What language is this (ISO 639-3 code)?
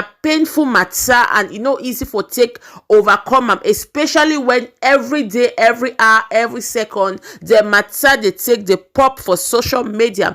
pcm